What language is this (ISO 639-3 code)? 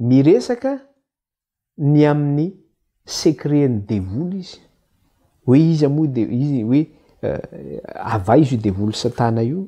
mlg